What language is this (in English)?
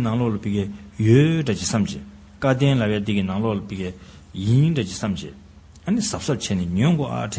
Tibetan